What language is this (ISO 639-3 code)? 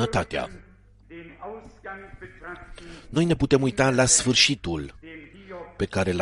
ron